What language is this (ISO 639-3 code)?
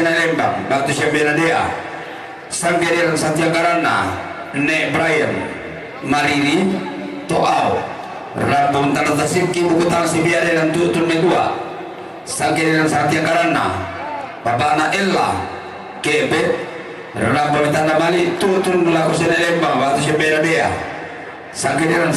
sda